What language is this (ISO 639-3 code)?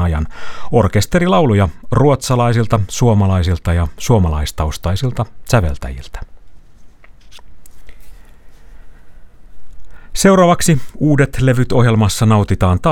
fin